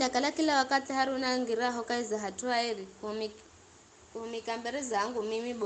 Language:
Giryama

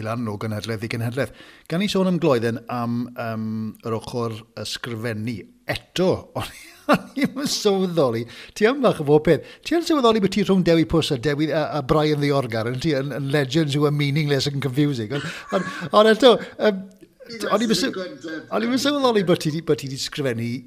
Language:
Welsh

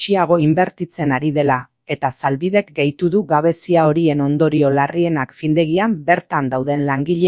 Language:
Basque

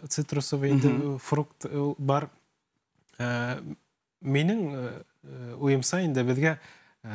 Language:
Bashkir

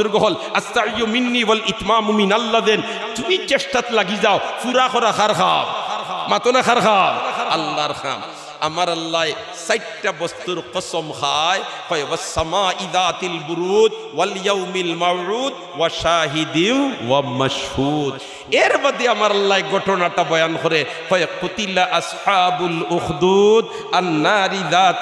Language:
Sylheti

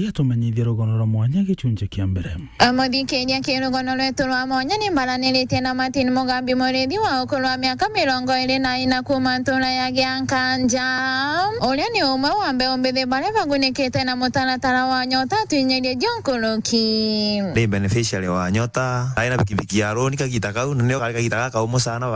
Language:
Meru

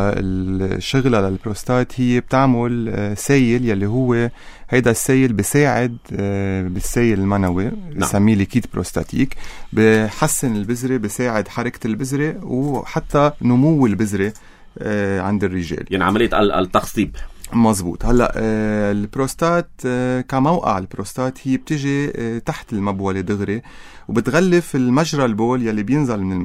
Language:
North Levantine Arabic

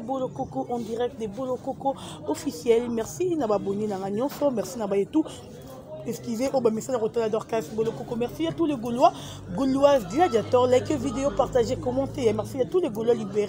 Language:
Lingala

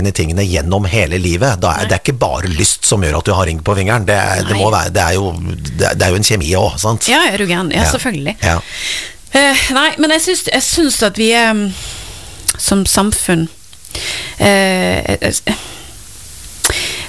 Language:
Norwegian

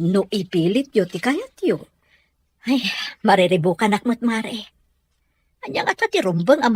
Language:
Iloko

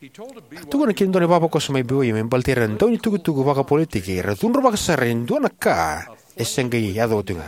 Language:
Fijian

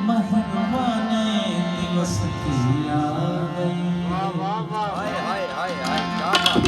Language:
Saraiki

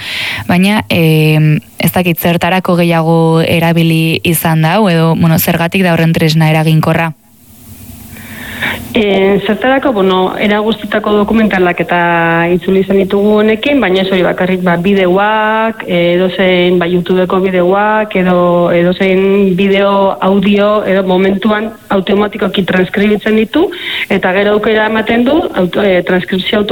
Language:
Basque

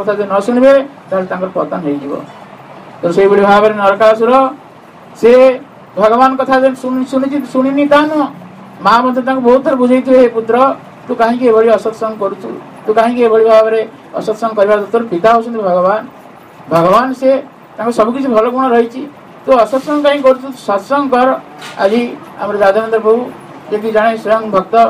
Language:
Odia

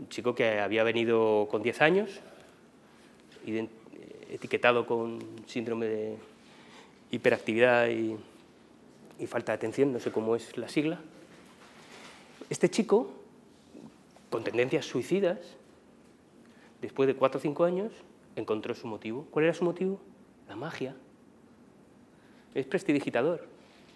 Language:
Spanish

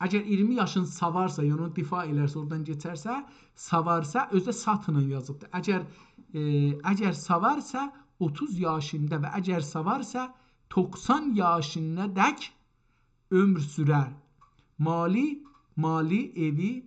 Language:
South Azerbaijani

